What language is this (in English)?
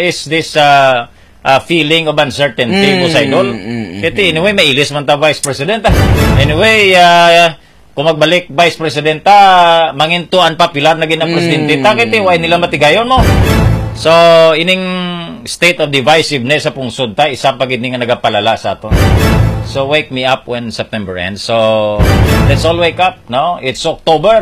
Hiligaynon